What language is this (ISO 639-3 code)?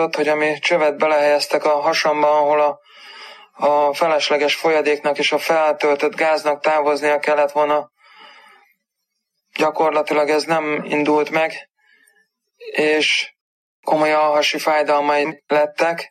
hun